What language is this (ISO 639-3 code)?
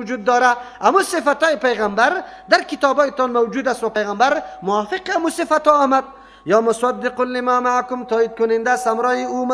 fas